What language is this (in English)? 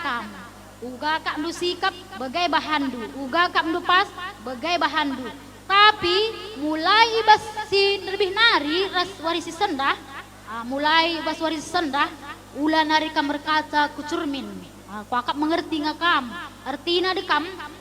Batak Karo